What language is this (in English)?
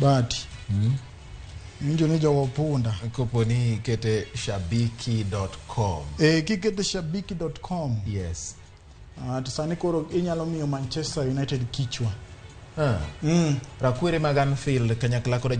Luo (Kenya and Tanzania)